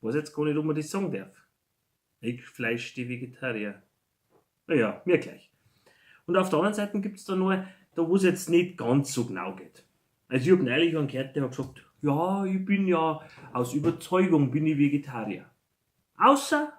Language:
Bavarian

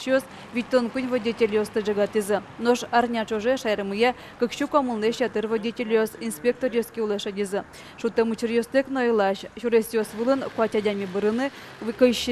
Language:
Udmurt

